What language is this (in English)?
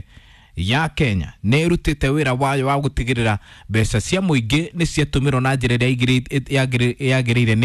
Kikuyu